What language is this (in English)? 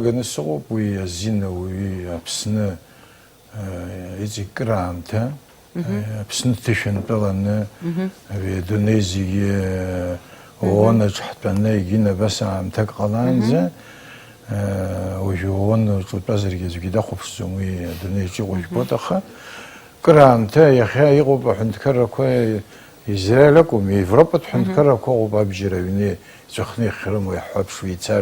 Abkhazian